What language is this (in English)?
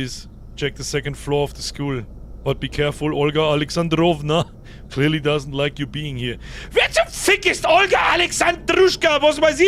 Bavarian